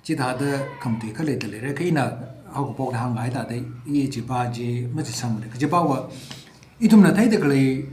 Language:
Tangkhul Naga (India)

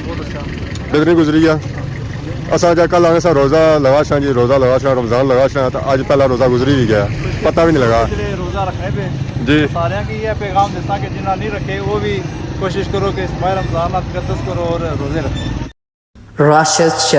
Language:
Pahari-Potwari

